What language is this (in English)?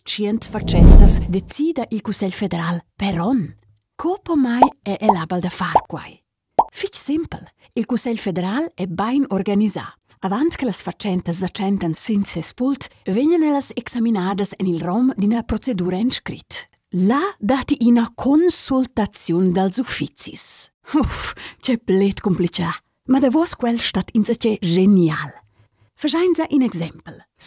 Romansh